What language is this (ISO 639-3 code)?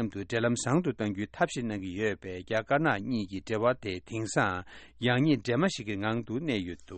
bod